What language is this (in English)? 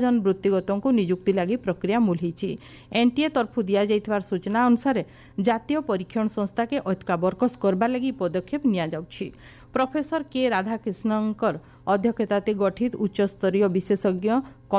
Odia